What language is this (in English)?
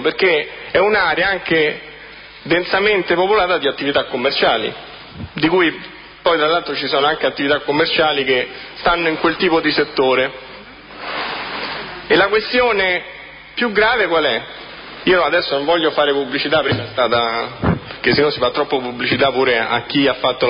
Italian